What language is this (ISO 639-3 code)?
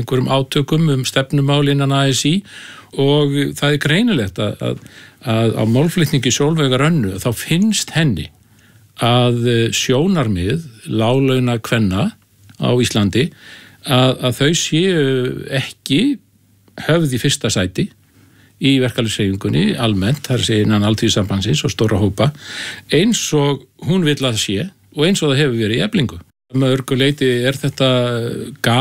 isl